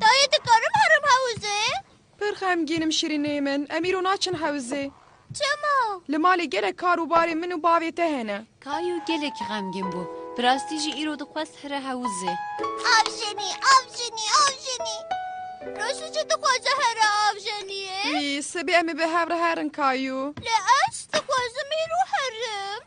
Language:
Kurdish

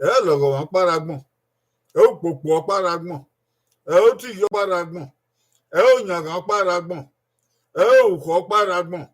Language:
Bini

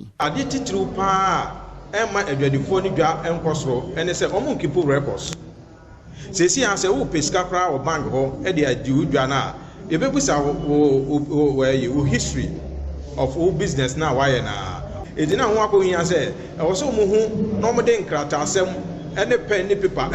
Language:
Akan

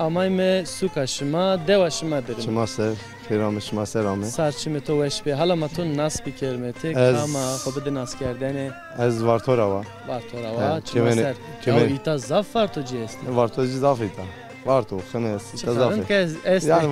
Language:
Zaza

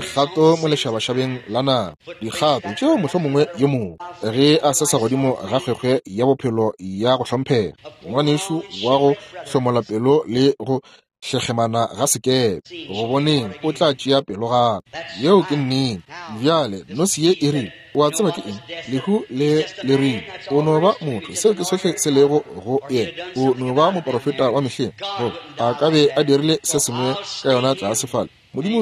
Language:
Northern Sotho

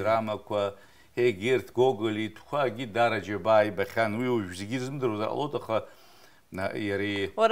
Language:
Abkhazian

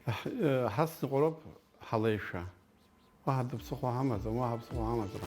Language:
Abkhazian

